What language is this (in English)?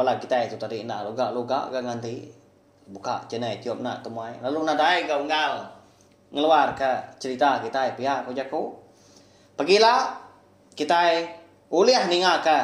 Iban